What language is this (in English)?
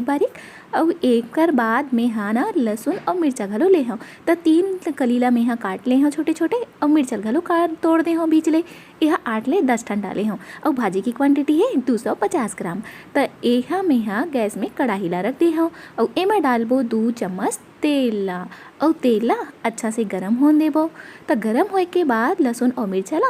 Chhattisgarhi